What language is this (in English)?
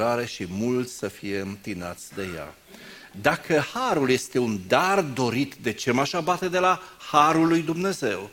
Romanian